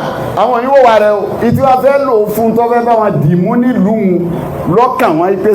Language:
Yoruba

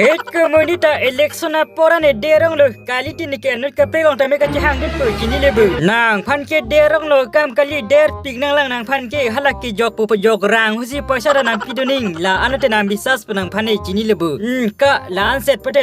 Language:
Karbi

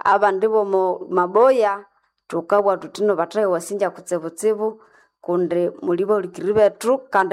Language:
Nande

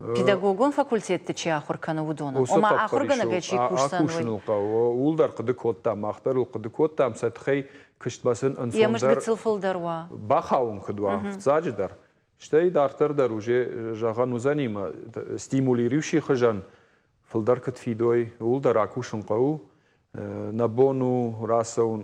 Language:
Ossetic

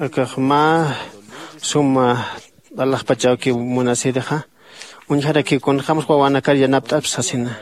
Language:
Aymara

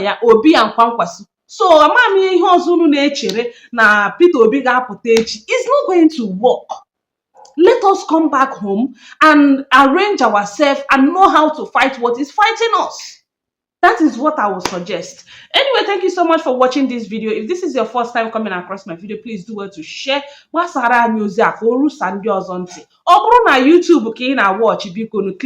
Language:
Igbo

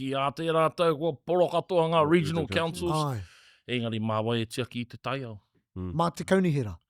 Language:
Māori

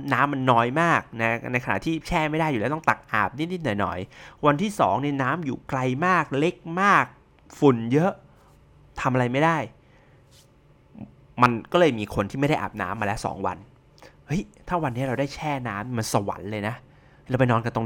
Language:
Thai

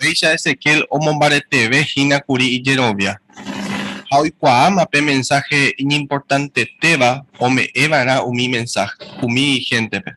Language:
Guarani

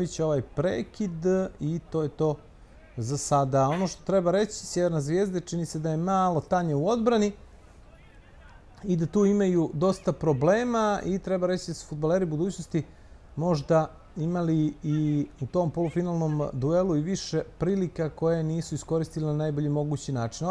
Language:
Bosnian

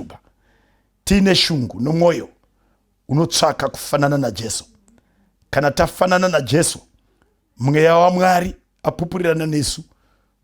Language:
Shona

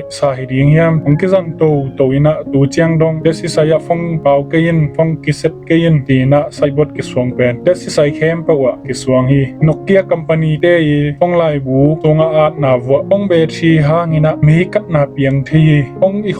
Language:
Tedim Chin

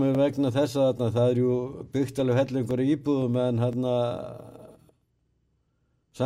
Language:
Icelandic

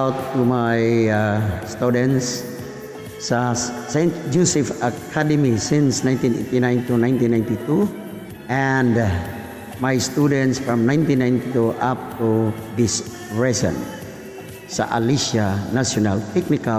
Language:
Cebuano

